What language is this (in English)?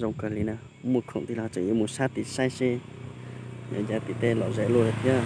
Hmong